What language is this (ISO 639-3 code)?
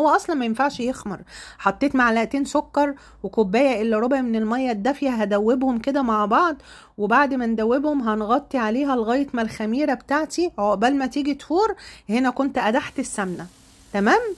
arz